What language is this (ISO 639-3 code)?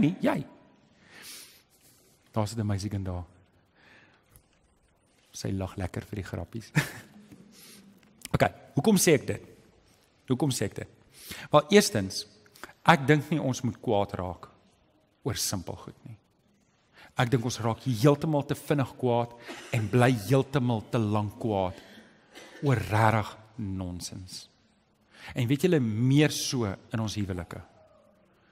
afr